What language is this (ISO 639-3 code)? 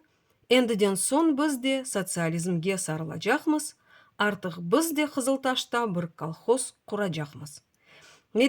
crh